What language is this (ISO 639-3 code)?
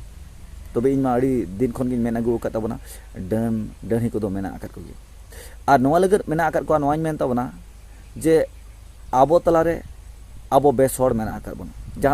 sat